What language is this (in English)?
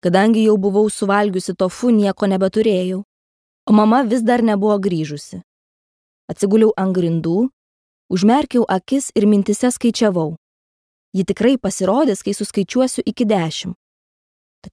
Lithuanian